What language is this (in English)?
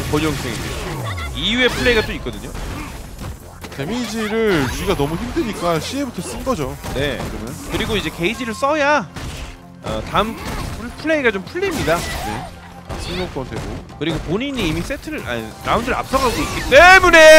Korean